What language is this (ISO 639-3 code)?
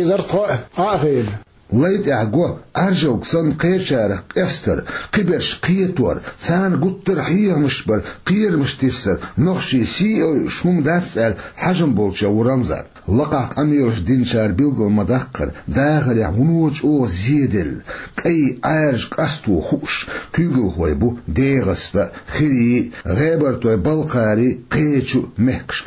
che